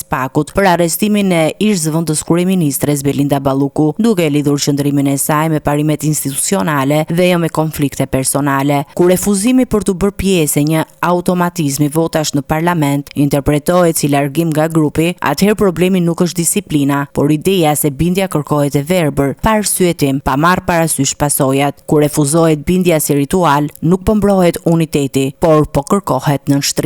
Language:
Albanian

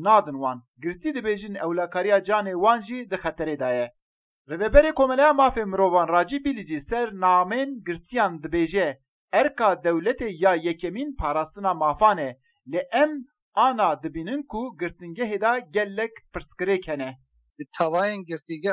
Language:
Kurdish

